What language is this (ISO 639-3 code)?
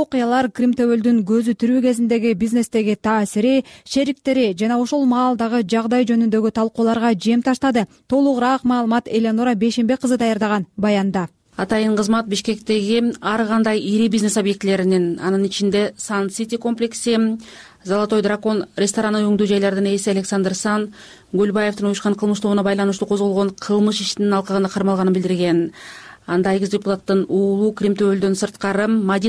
kir